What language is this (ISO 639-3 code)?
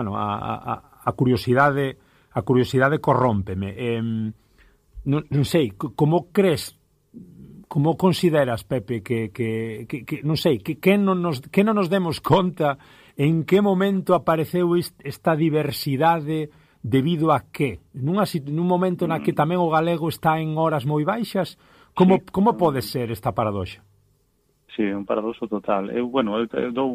glg